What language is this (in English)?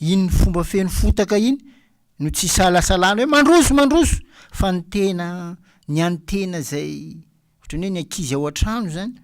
Malagasy